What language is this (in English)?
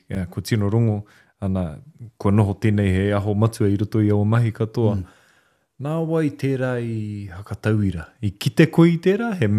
Māori